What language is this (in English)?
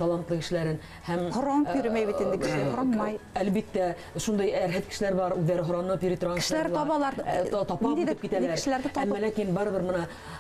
Bashkir